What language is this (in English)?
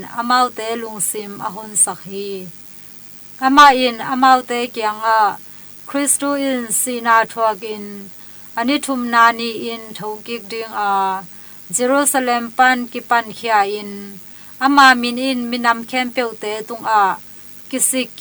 Tedim Chin